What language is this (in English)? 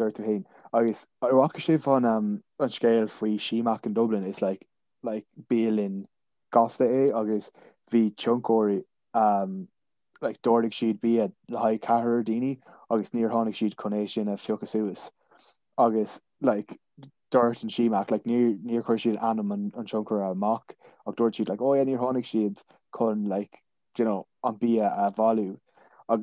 Irish